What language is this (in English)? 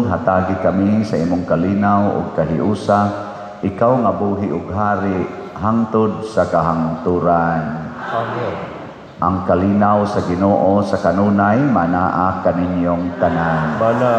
Cebuano